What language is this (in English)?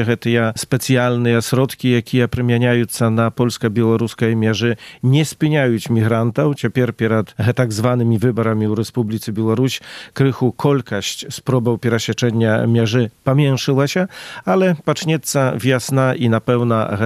Belarusian